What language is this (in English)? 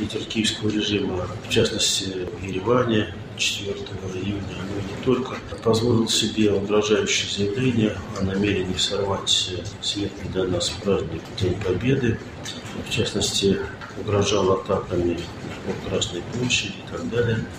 Russian